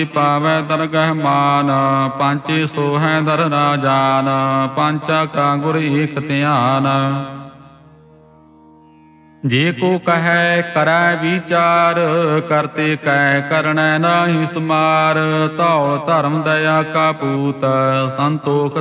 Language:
Punjabi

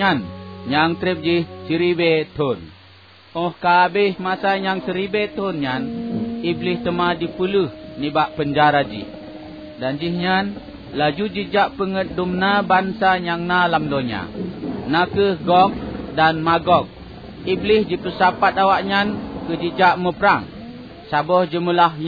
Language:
Achinese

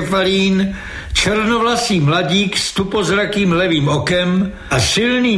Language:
Czech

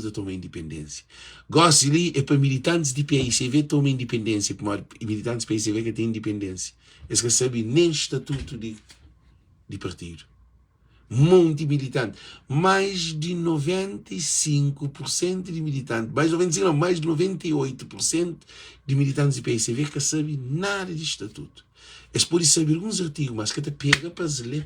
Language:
Kabuverdianu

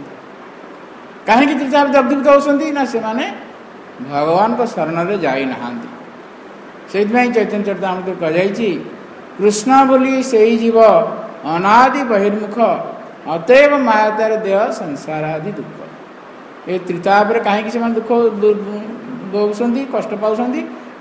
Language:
Odia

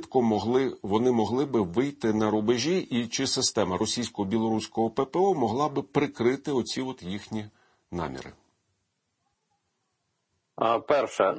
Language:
Ukrainian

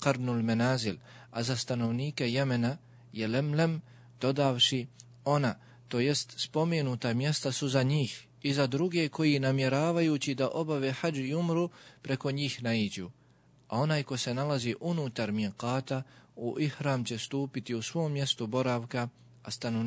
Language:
Bosnian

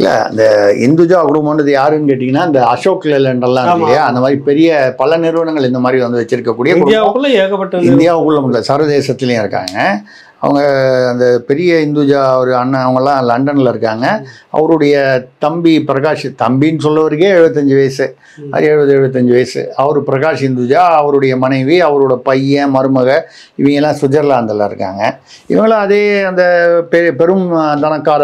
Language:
Tamil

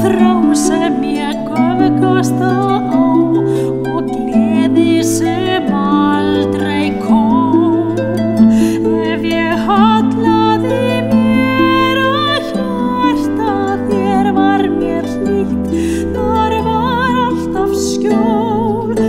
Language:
Icelandic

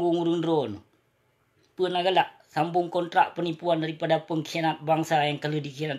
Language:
Achinese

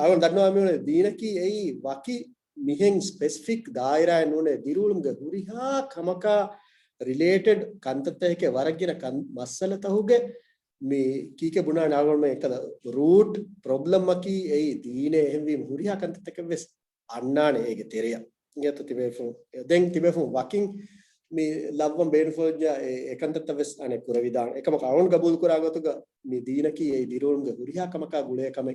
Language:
Divehi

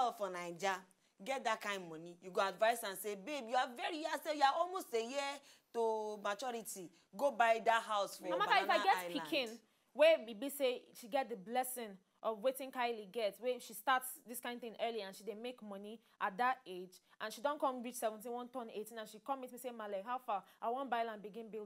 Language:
Nigerian Pidgin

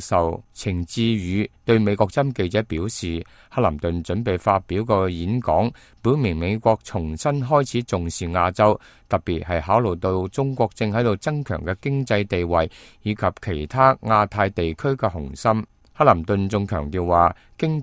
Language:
Cantonese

